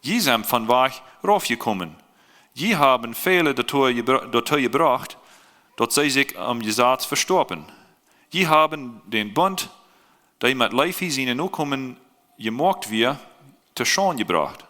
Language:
Plautdietsch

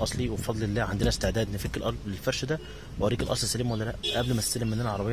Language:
Egyptian Arabic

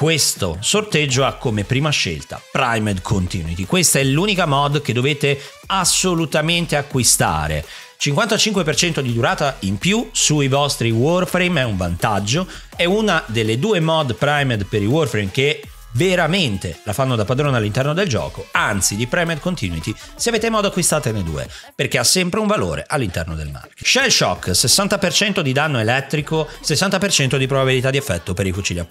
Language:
Italian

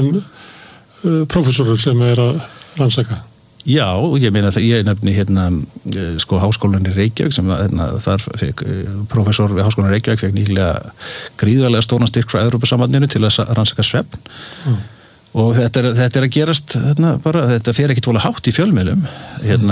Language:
Icelandic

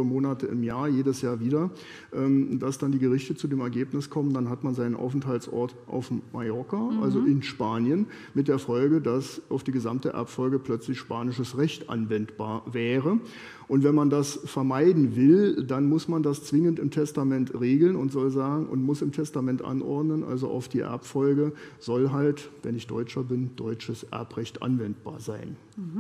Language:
German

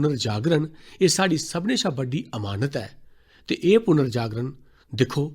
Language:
Dogri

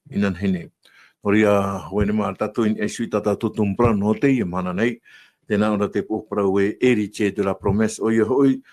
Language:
Tahitian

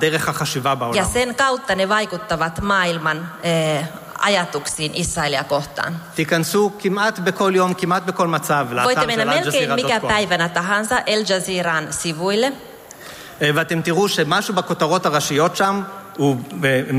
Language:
Finnish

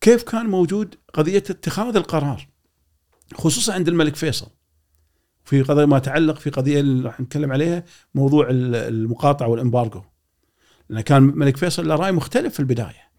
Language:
Gulf Arabic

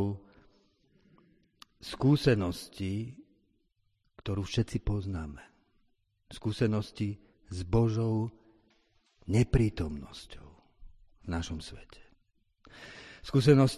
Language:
Slovak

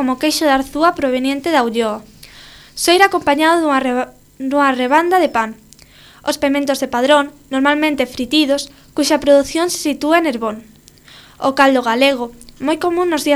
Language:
Galician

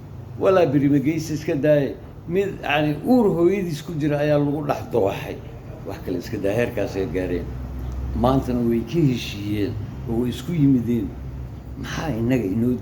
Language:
Somali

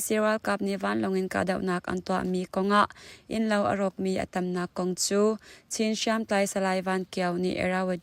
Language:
Hakha Chin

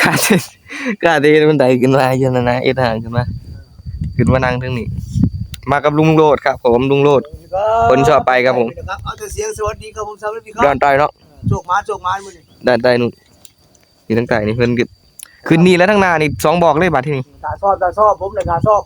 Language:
Northeastern Thai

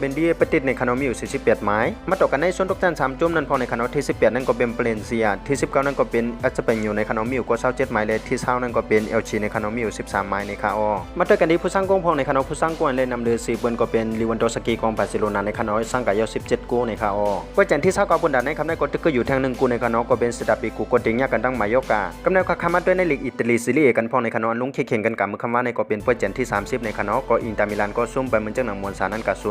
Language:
Shan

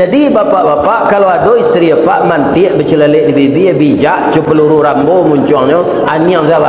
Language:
Minangkabau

